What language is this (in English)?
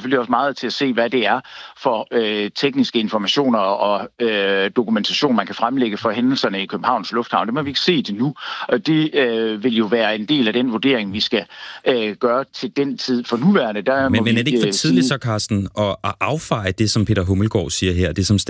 Danish